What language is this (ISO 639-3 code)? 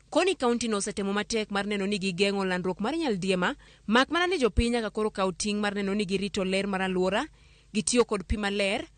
luo